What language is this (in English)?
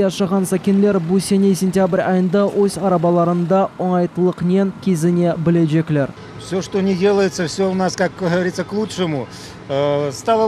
Crimean Tatar